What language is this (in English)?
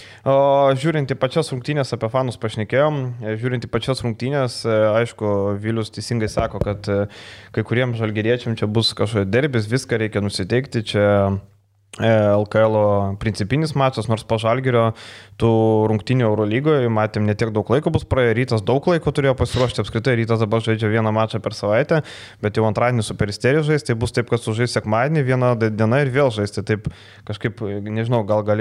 Lithuanian